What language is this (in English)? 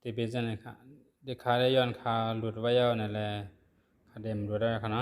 Shan